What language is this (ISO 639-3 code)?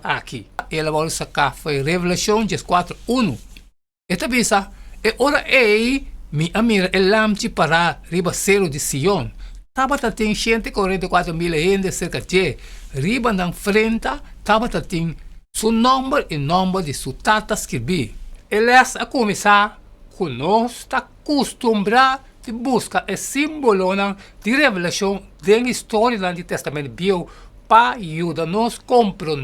pap